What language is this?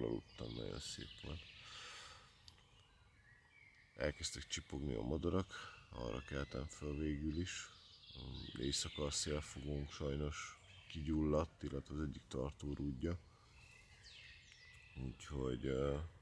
Hungarian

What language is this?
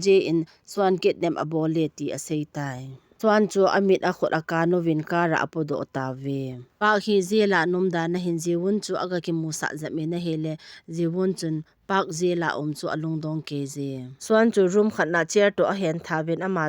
Thado Chin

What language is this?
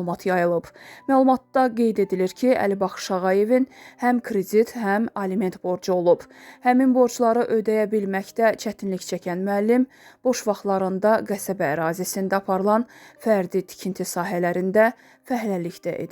Azerbaijani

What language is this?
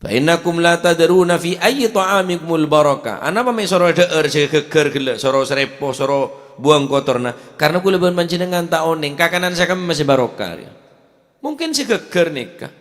Madurese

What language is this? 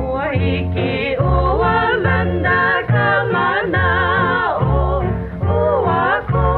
Hawaiian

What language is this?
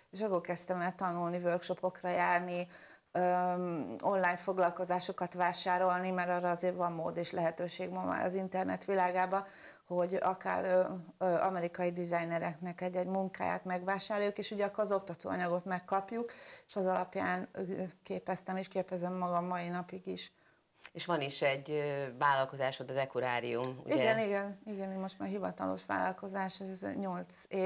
Hungarian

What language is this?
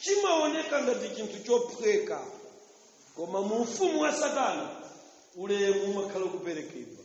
Nyanja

